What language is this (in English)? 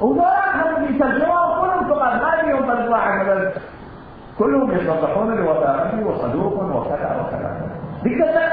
Mesopotamian Arabic